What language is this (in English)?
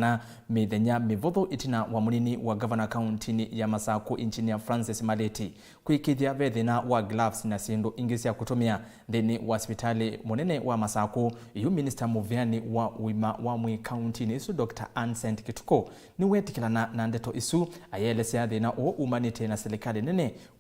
Kamba